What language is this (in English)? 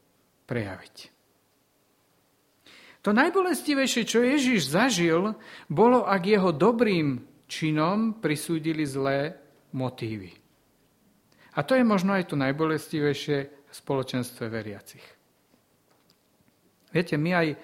Slovak